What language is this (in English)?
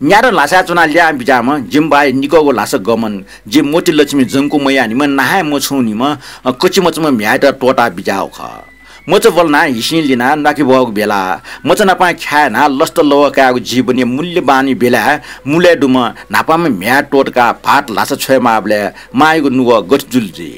Newari